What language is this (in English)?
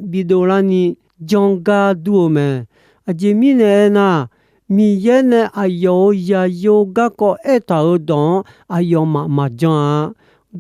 Akha